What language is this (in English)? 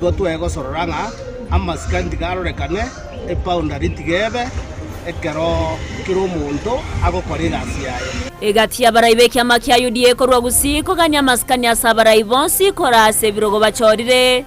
Gusii